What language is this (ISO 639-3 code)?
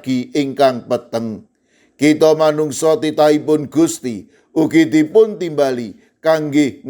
jav